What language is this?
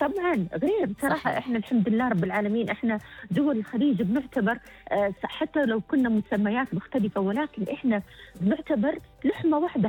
Gulf Arabic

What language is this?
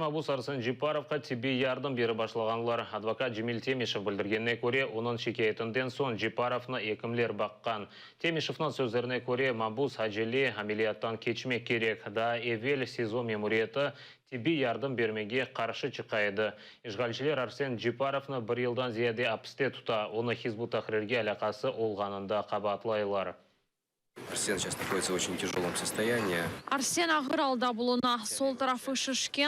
Crimean Tatar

